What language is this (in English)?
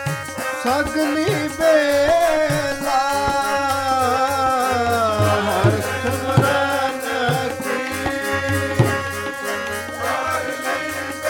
Punjabi